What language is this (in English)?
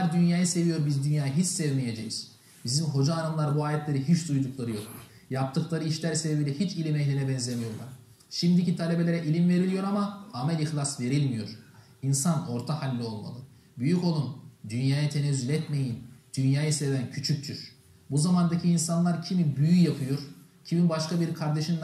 Turkish